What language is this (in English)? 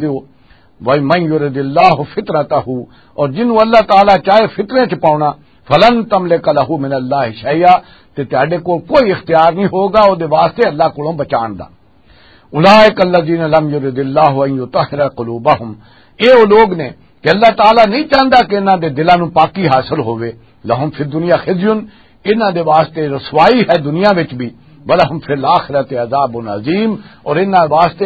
Western Panjabi